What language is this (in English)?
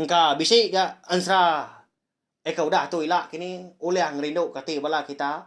Iban